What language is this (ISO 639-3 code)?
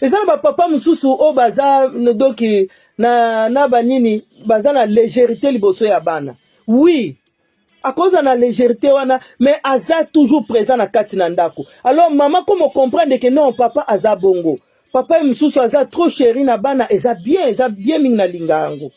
lin